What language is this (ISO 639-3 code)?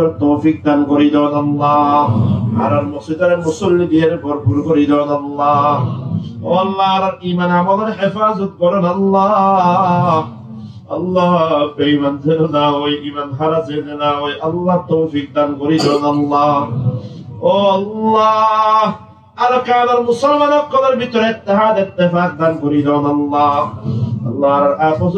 rhg